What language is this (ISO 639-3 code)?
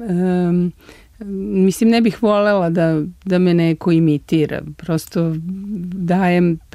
srp